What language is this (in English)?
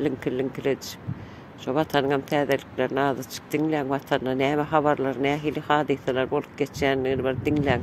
Turkmen